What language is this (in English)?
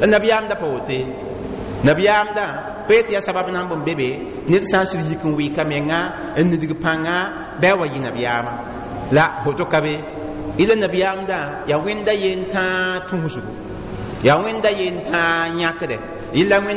Mossi